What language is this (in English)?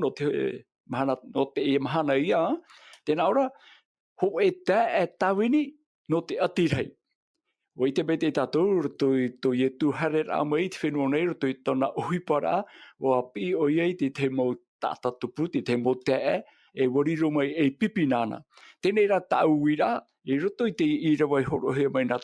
Tahitian